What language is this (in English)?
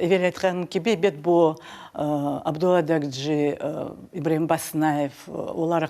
Crimean Tatar